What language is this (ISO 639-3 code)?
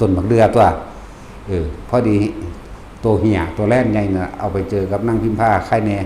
tts